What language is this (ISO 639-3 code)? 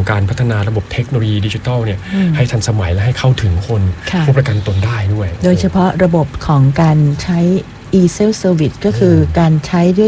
tha